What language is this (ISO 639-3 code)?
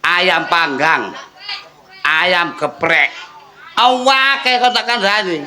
jav